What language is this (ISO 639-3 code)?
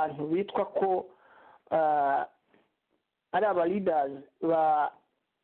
kin